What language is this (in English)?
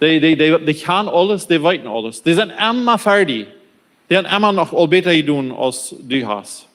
Plautdietsch